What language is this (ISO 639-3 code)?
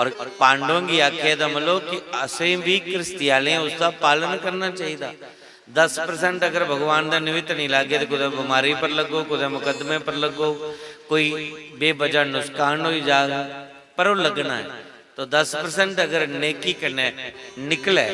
doi